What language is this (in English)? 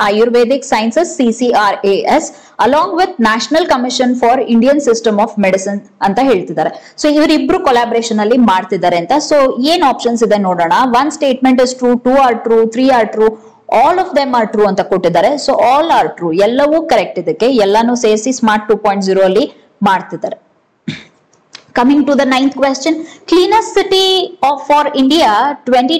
Kannada